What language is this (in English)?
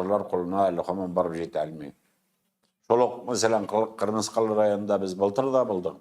Tatar